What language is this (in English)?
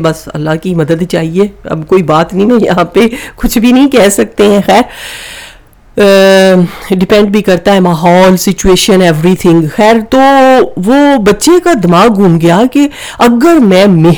Urdu